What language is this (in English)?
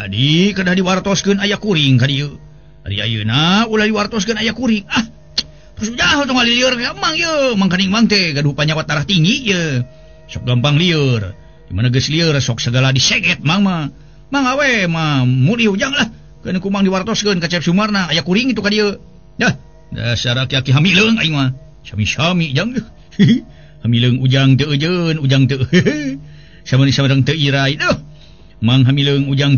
Sundanese